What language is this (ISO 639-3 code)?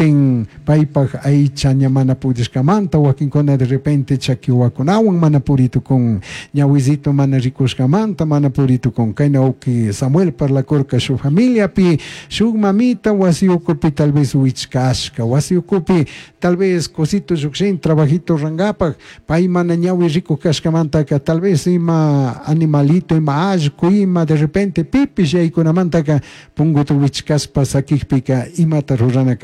qug